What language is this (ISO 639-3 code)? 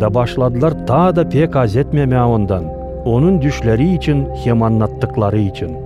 gag